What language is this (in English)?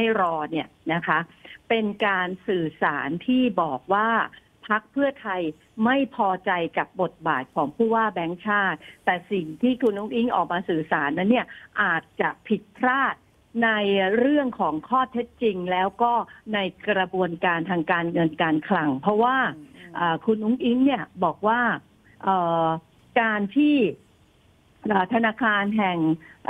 Thai